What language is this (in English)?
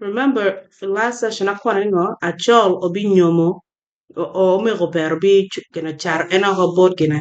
Acoli